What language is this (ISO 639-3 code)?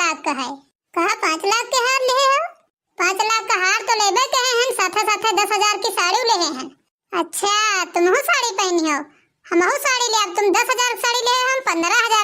awa